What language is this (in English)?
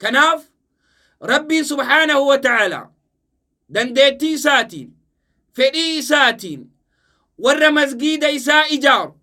Oromo